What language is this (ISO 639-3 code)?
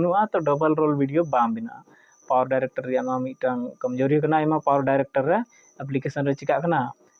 sat